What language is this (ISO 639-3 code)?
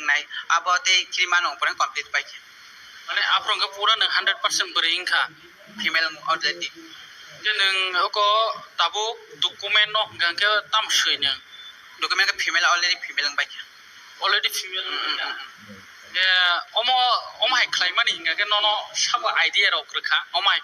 trp